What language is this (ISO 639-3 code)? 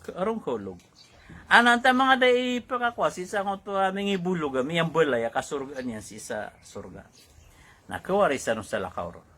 mrw